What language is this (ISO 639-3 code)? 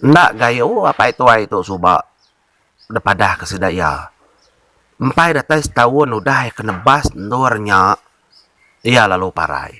iba